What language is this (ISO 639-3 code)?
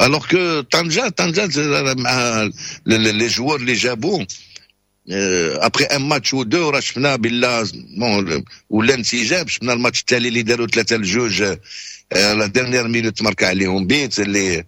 ary